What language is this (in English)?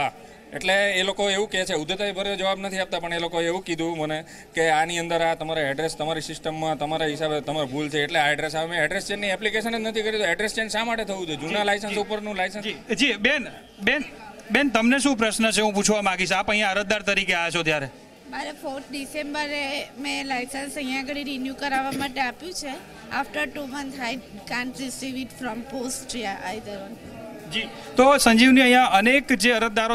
Gujarati